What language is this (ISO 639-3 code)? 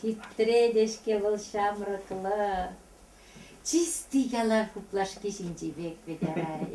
chv